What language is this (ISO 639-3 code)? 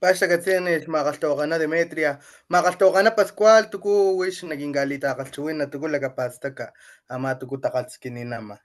top